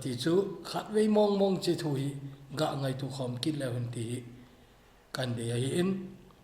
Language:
Thado Chin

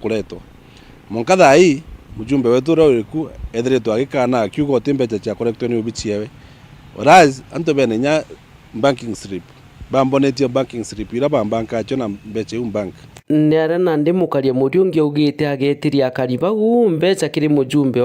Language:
Meru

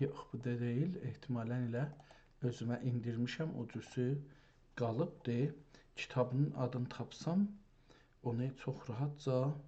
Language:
South Azerbaijani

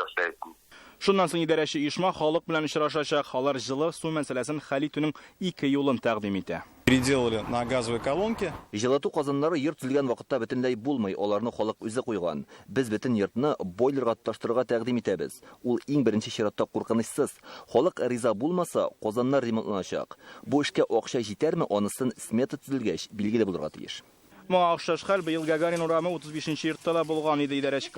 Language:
Tatar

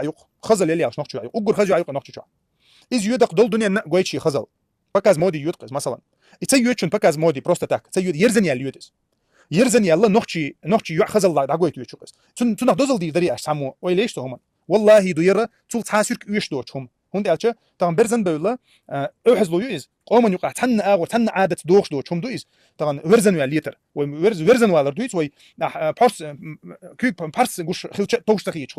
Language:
Chechen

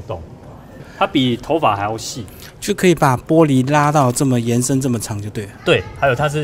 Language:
Chinese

